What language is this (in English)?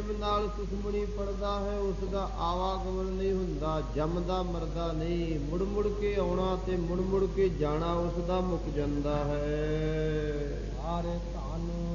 Punjabi